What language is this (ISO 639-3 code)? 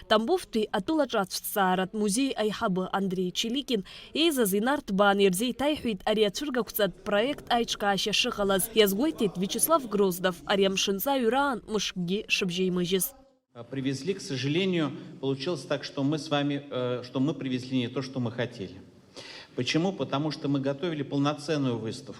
abk